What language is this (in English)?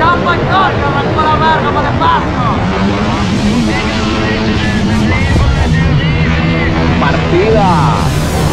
Spanish